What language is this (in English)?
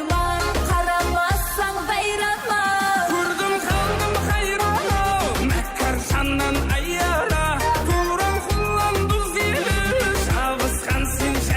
Kara-Kalpak